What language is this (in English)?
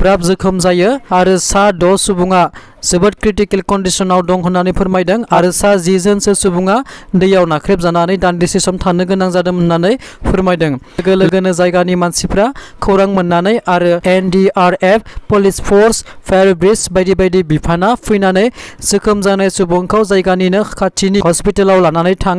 Bodo